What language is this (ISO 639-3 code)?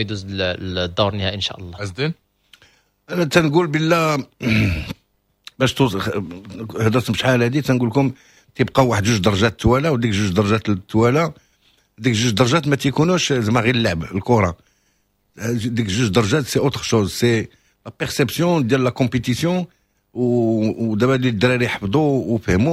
ary